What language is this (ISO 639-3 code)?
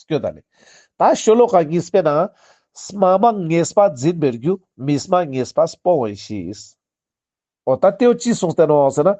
lbj